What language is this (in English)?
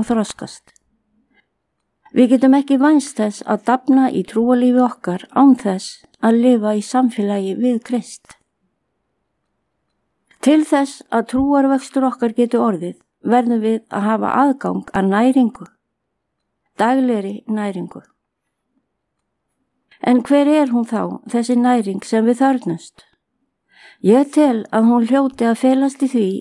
Icelandic